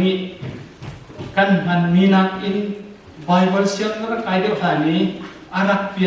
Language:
Hakha Chin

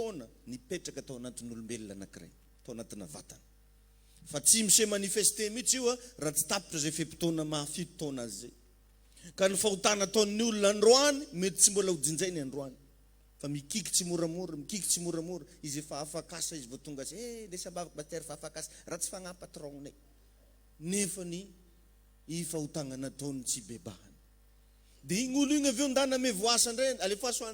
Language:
Malagasy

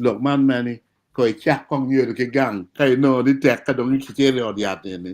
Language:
Acoli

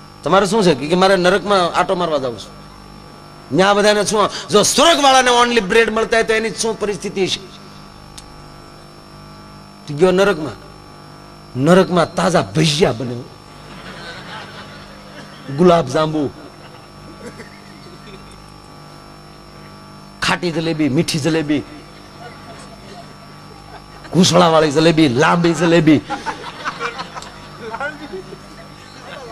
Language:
Gujarati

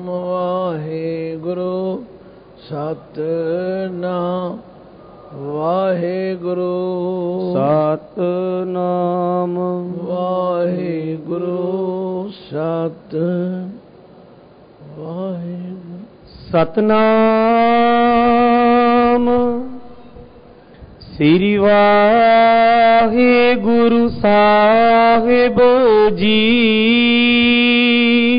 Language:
Punjabi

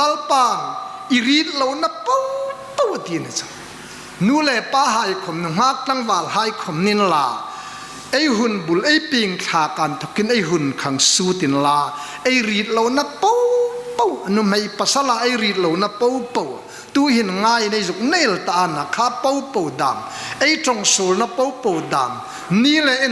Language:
Hmar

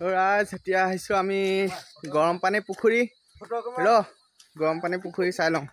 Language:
Assamese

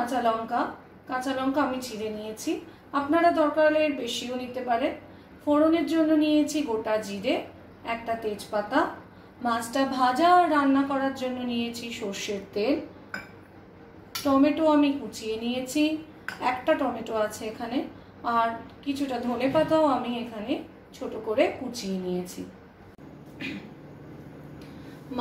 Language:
Bangla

